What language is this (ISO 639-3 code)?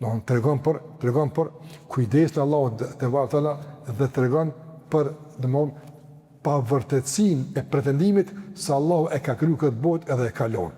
sqi